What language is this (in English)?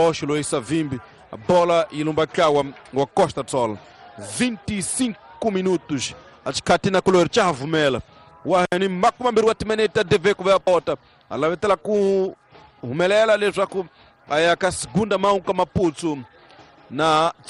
Tsonga